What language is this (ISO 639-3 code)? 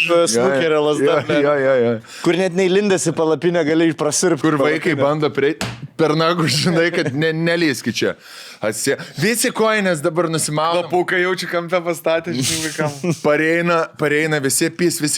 lit